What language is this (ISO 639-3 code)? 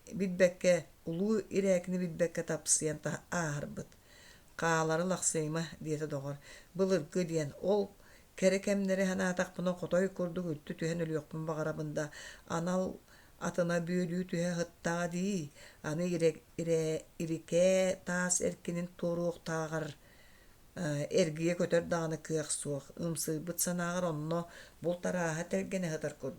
sah